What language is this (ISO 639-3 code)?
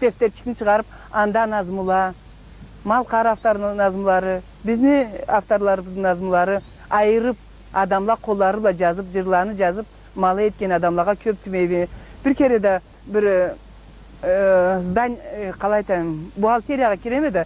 krc